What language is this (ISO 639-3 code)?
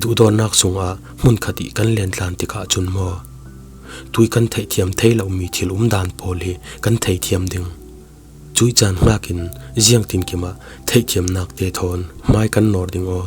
cfm